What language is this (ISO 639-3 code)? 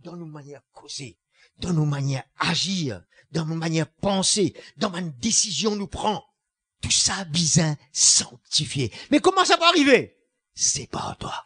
mfe